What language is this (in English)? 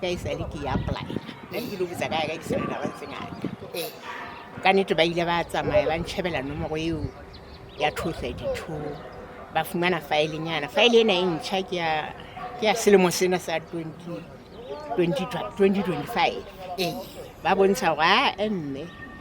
Southern Sotho